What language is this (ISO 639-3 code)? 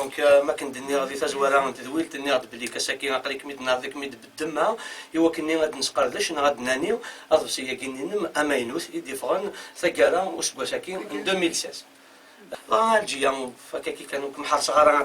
kab